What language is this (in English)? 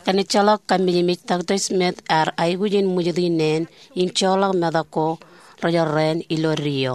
Marshallese